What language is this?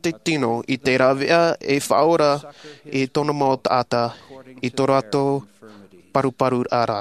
Tahitian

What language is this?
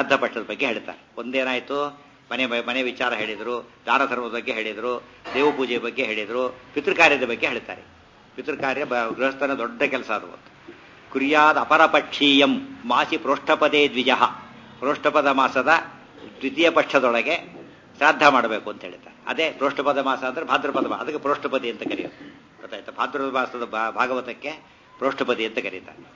Kannada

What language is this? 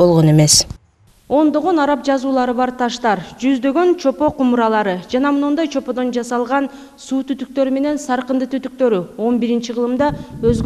Kyrgyz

